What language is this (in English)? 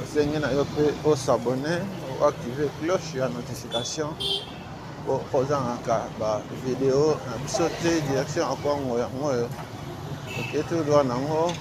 Lingala